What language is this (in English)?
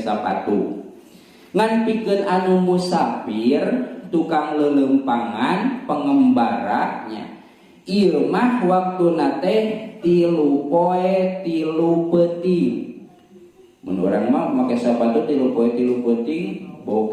Sundanese